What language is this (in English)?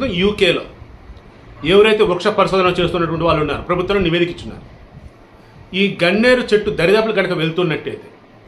Telugu